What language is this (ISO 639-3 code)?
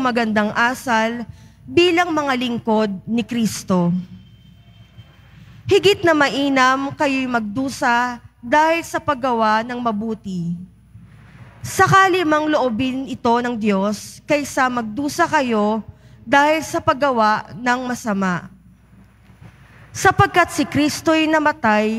fil